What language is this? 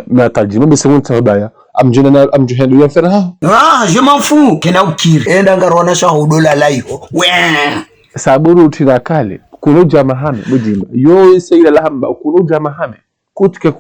Ngazidja Comorian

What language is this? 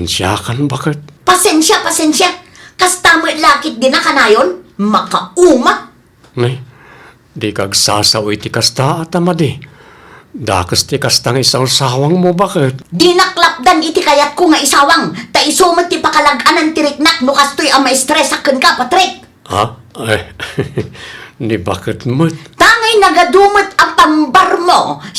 Iloko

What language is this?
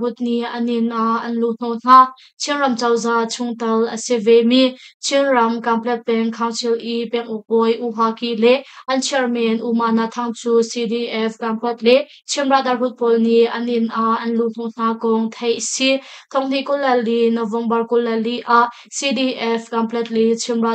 Hakha Chin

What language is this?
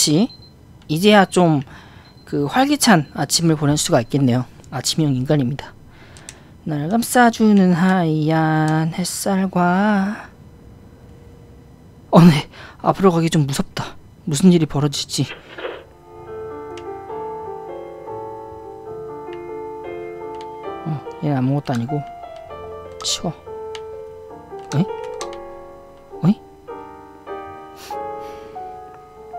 Korean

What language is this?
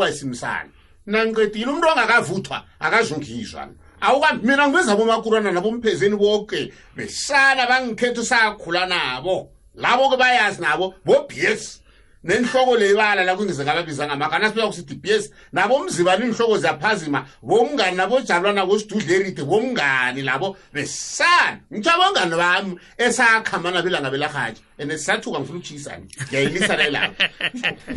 South Ndebele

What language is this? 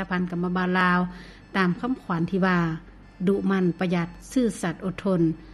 Lao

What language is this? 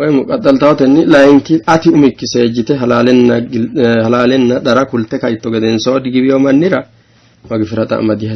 Sidamo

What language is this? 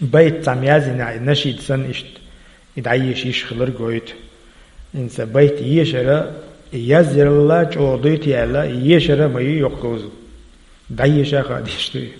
Chechen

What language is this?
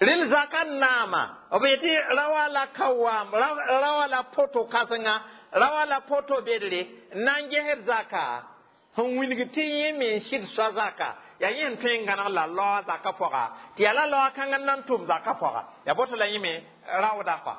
Mossi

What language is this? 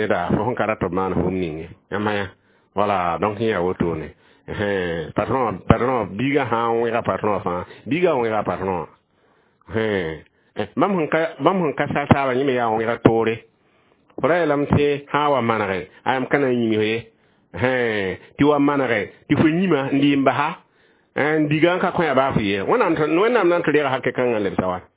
Mossi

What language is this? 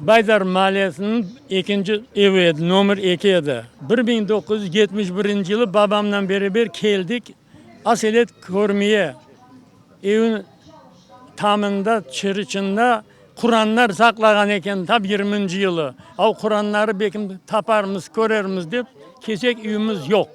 Crimean Tatar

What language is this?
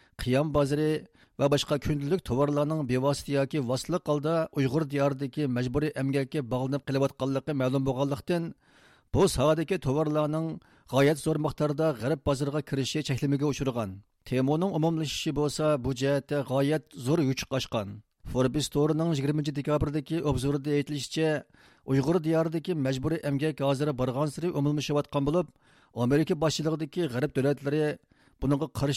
Uyghur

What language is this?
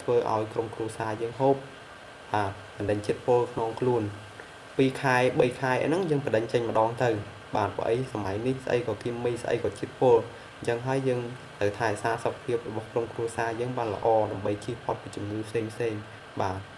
Khmer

